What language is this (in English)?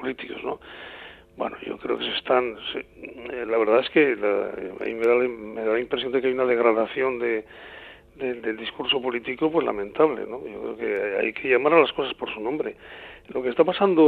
Spanish